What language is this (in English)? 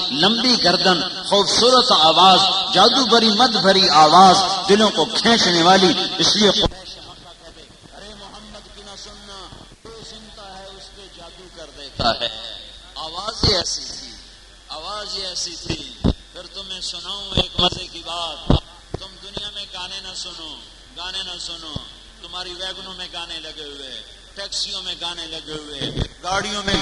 Urdu